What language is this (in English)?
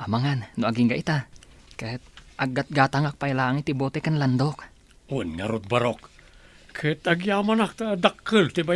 Iloko